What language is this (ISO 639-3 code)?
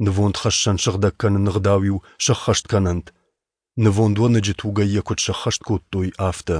oss